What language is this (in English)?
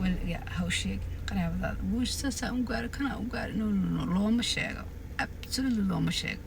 Somali